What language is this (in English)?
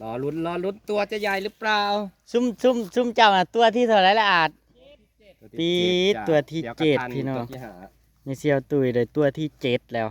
Northeastern Thai